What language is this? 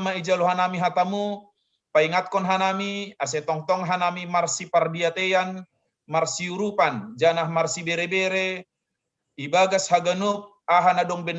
Batak Simalungun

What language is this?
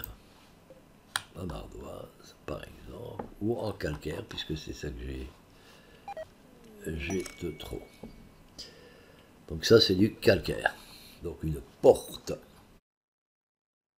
French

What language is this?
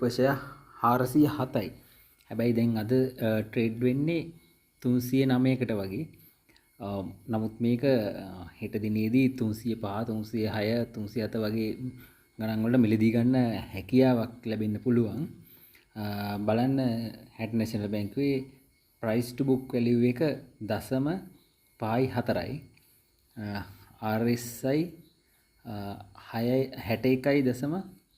Sinhala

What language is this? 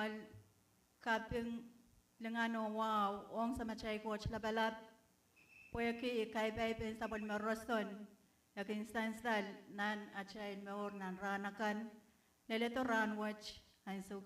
Pohnpeian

